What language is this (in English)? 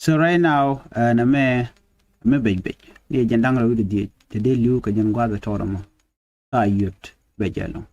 Nuer